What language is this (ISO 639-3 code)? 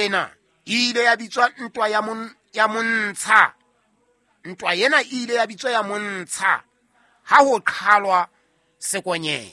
sot